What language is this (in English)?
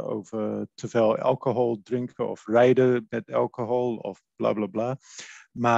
Dutch